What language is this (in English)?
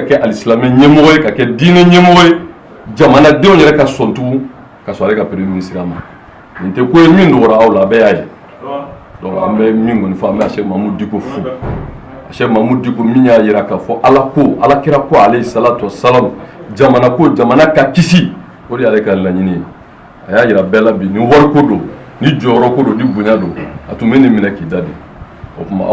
Bambara